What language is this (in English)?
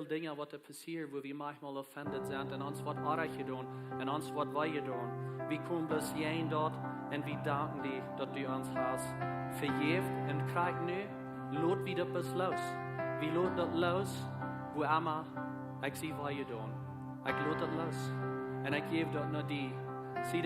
Plautdietsch